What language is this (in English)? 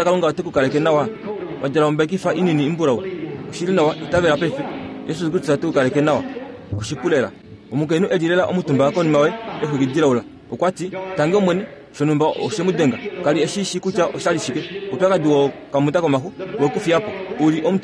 Kuanyama